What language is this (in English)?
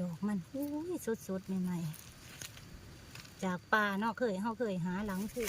Northeastern Thai